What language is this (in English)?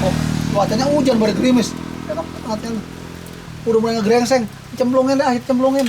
Betawi